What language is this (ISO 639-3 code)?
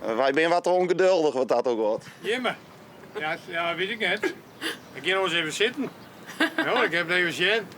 fry